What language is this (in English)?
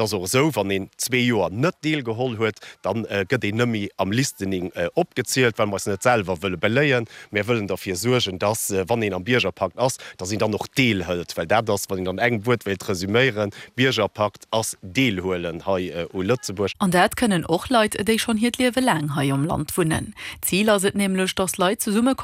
Luxembourgish